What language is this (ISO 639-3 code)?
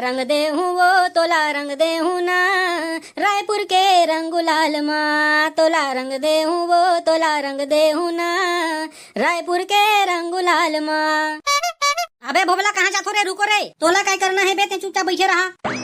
hne